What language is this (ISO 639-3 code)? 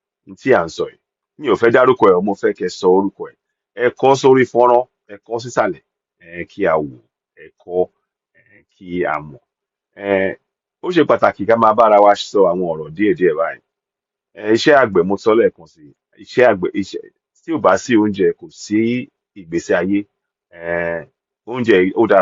yor